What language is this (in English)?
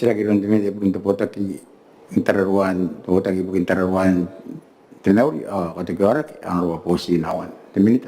Gilbertese